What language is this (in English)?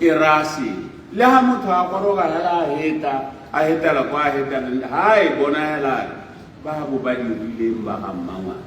Tswana